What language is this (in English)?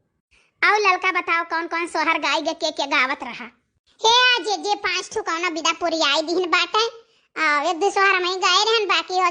Awadhi